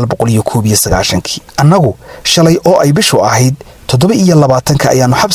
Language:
Somali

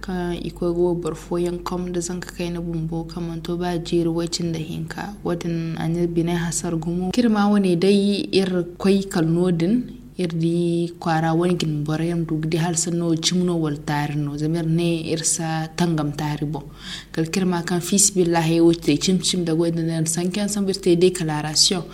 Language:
Zarma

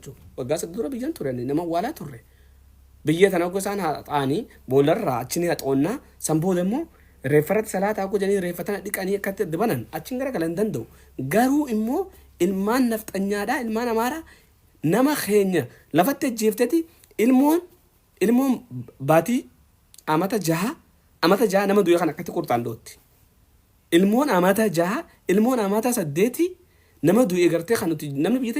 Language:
Oromo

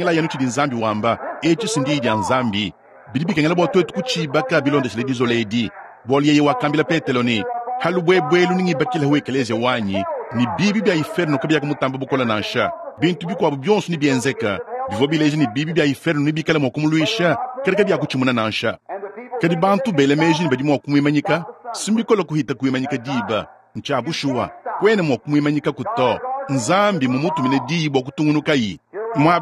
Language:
Luba-Lulua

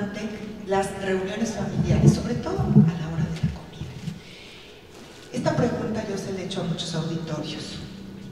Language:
Spanish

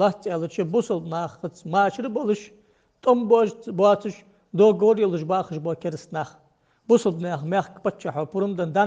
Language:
Ingush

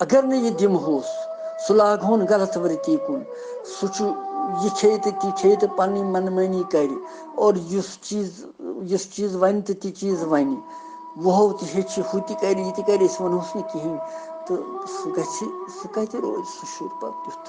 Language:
Kashmiri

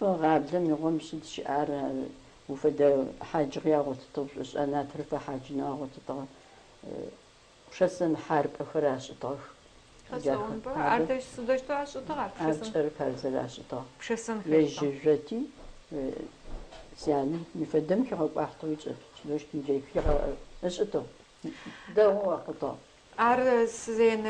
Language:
Adyghe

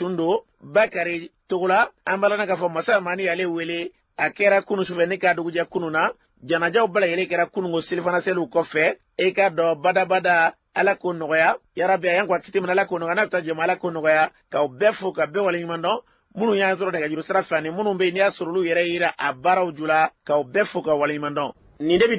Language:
Bambara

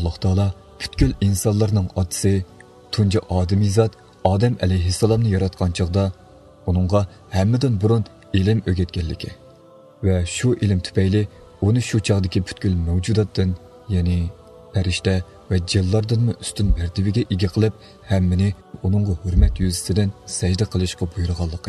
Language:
Uyghur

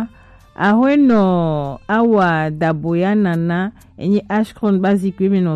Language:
Gen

